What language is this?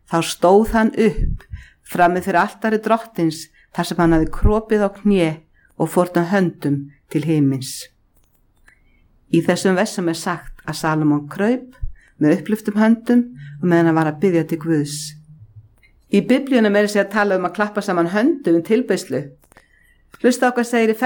Icelandic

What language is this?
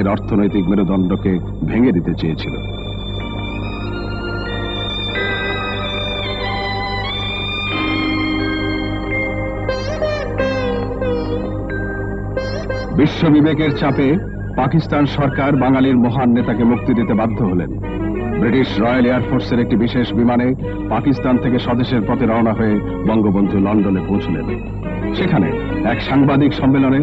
Bangla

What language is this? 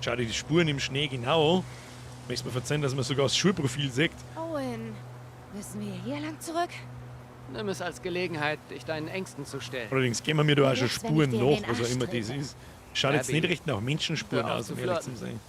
Bavarian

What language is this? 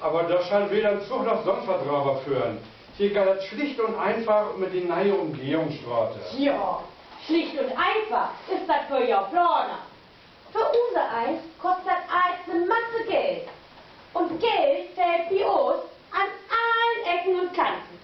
Low German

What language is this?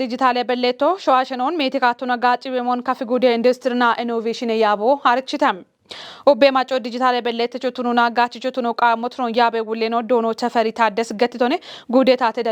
Kafa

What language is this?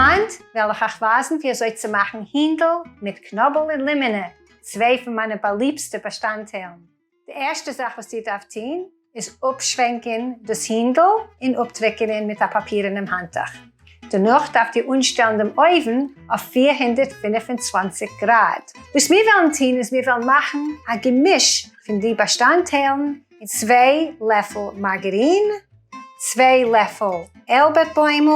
Yiddish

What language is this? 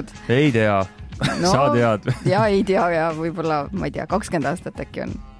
Estonian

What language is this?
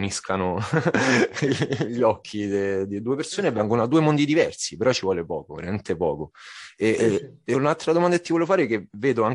Italian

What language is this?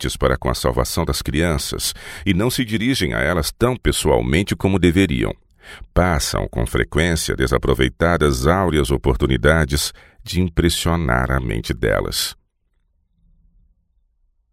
Portuguese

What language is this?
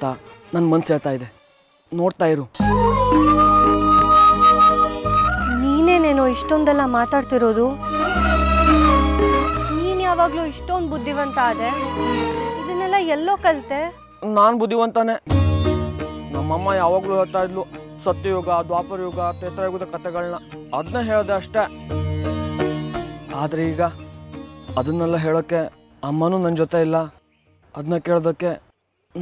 Kannada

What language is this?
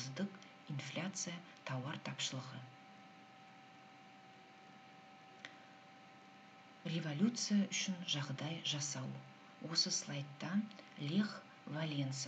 Kazakh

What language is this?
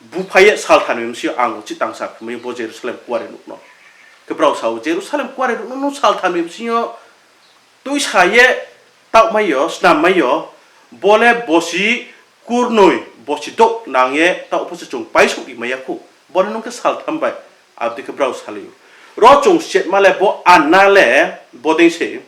Riang (India)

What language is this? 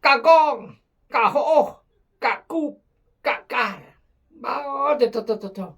Khmu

